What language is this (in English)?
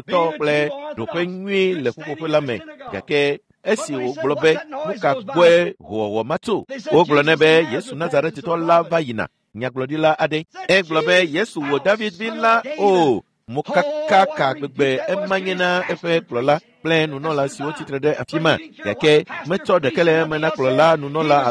Ewe